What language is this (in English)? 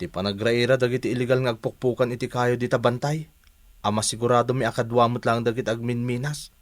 Iloko